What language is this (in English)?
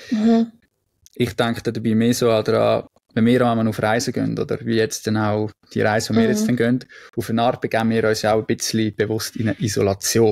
Swiss German